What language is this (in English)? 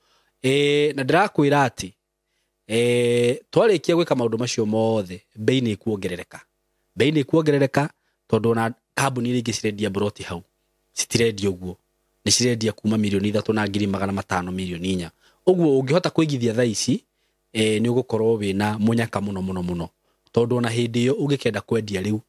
Kikuyu